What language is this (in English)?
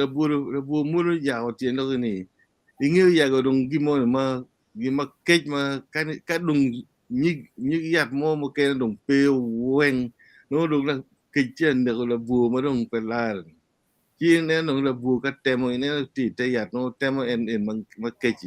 Acoli